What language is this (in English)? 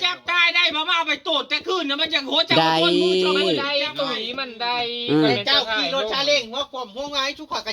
Northeastern Thai